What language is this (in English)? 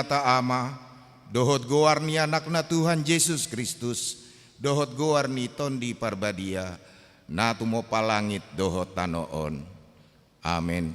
Batak Toba